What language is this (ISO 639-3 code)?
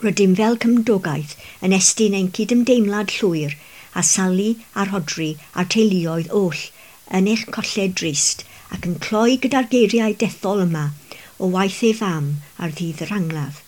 cym